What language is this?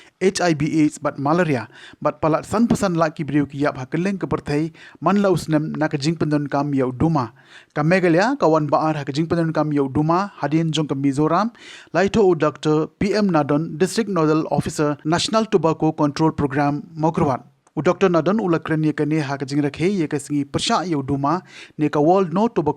Khasi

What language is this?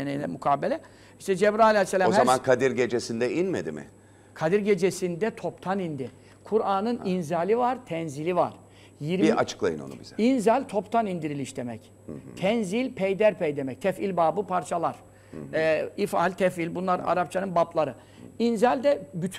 Turkish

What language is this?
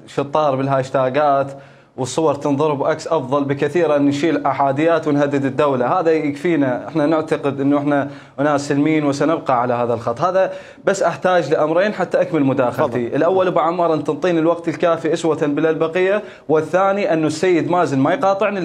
Mesopotamian Arabic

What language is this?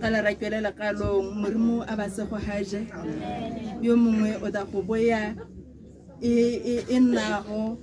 Tswana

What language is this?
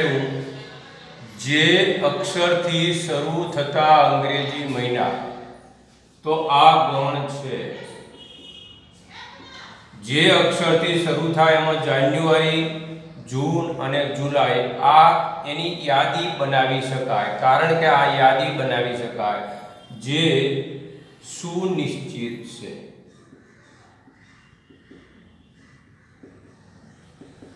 Gujarati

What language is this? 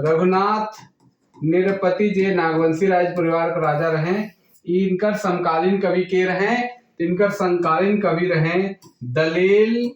Sadri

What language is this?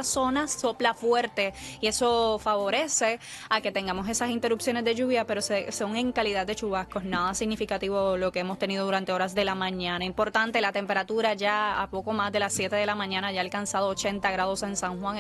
Spanish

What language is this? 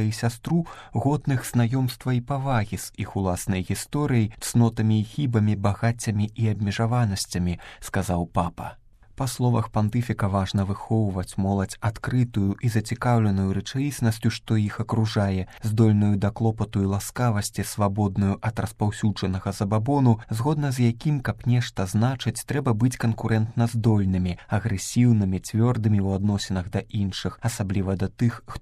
Belarusian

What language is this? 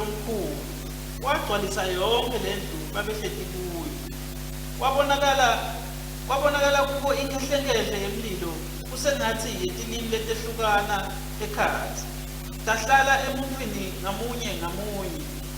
Swati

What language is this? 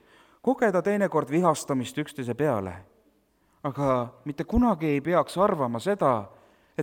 Estonian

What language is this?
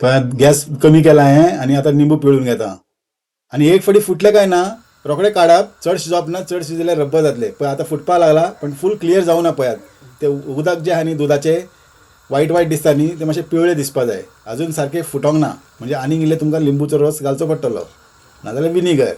Konkani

